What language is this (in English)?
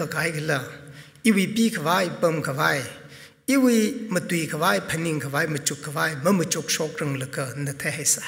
Tangkhul Naga (India)